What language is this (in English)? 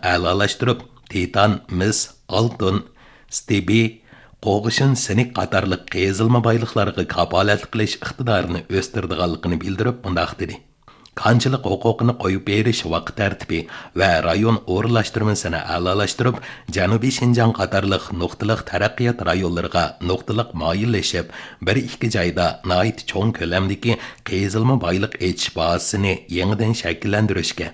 Uyghur